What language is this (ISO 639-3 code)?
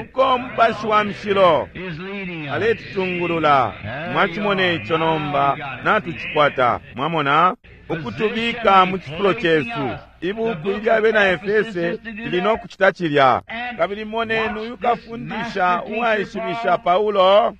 bem